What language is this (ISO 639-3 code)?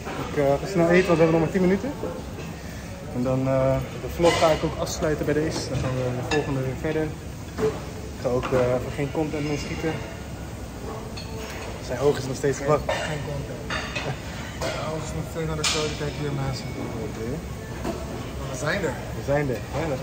nld